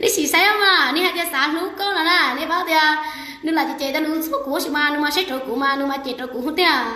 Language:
Hmong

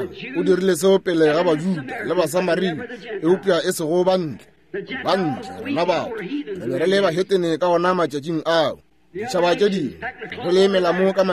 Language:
Northern Sotho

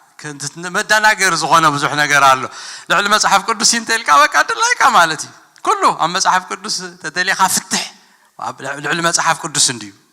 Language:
Tigrinya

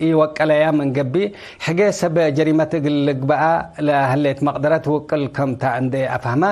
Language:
Tigre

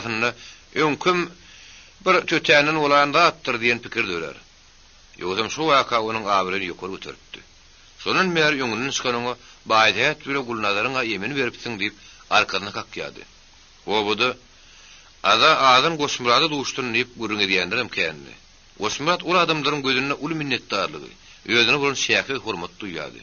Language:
Turkmen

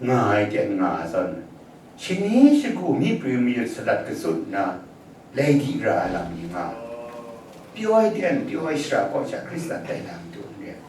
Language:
Kachin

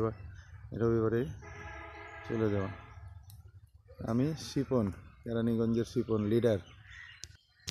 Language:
Bangla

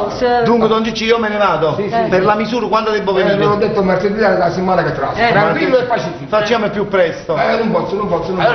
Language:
Neapolitan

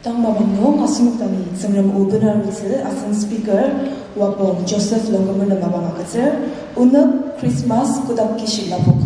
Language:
Ao Naga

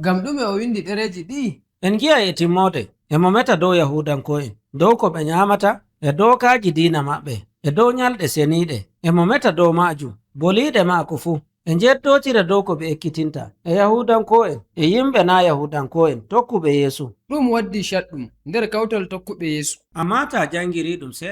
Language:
Nigerian Fulfulde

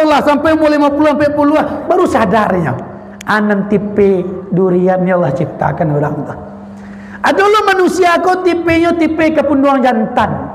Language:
Minangkabau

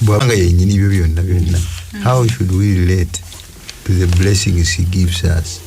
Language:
Ganda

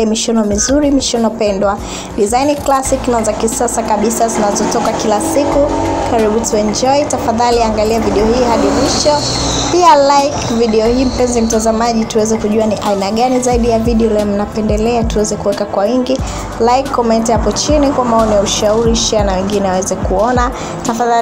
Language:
Swahili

